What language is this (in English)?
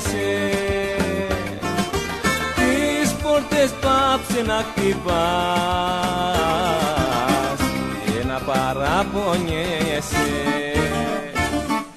Greek